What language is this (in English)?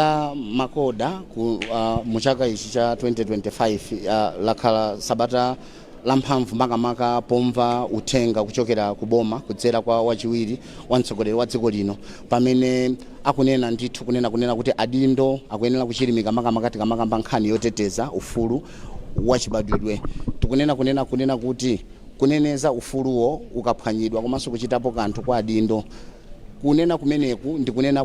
Nyanja